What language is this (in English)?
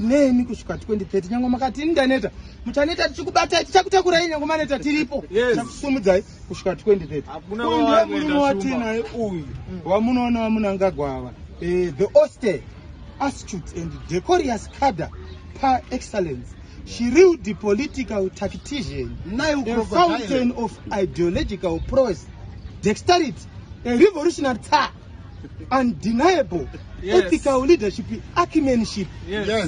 Shona